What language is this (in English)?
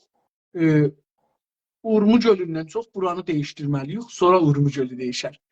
South Azerbaijani